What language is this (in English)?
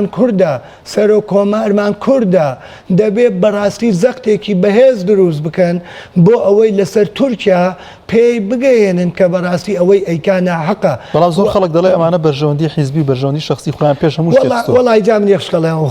Central Kurdish